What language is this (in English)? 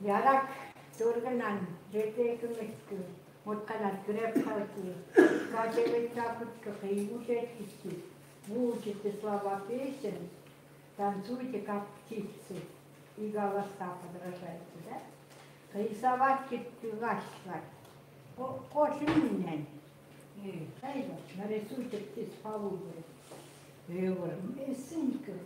Chukot